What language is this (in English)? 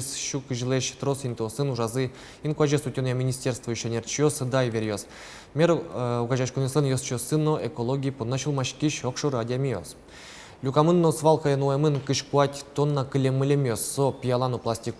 Udmurt